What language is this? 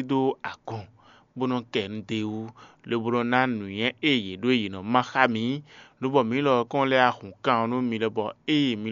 Fon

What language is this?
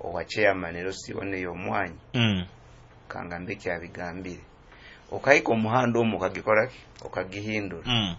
Nyoro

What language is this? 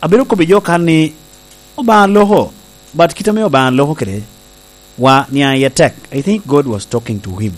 Lango (Uganda)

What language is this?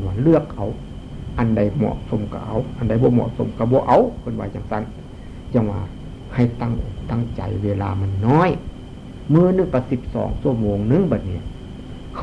Northeastern Thai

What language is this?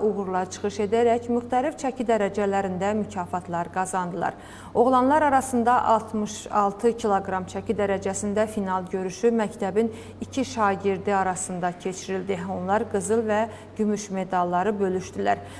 Azerbaijani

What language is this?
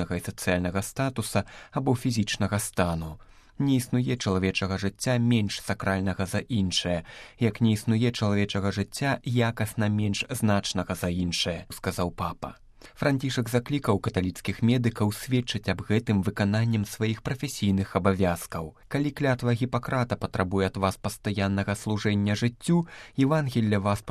Belarusian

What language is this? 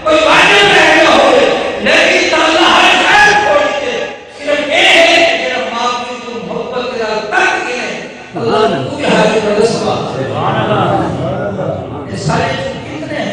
Saraiki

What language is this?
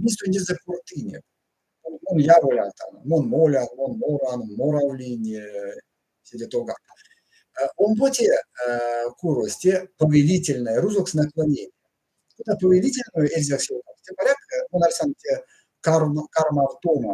Erzya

